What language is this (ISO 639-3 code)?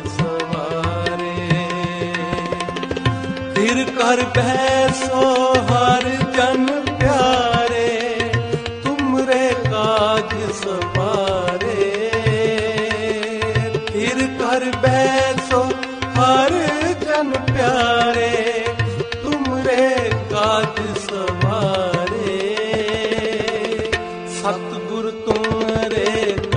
pan